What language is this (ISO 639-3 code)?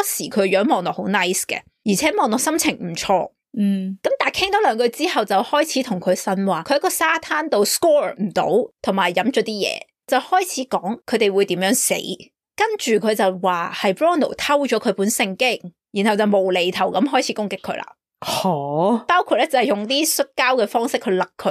yue